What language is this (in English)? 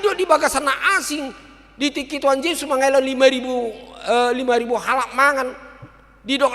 Batak Toba